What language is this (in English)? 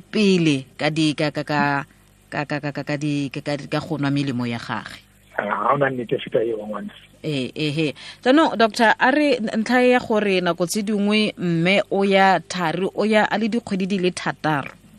Tswana